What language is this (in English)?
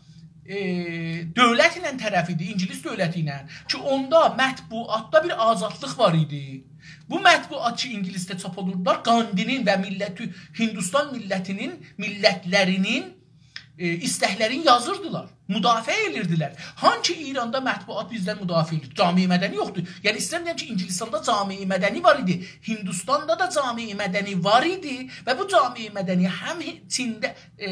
South Azerbaijani